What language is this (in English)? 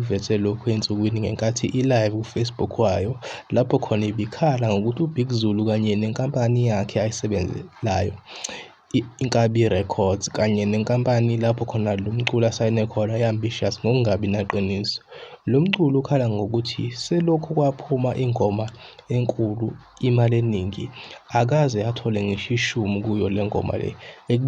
Zulu